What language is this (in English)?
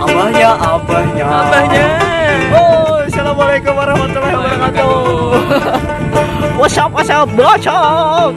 Banjar